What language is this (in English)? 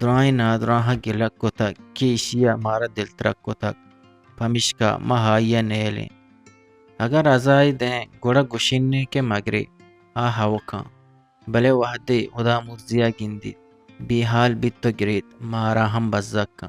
Eastern Balochi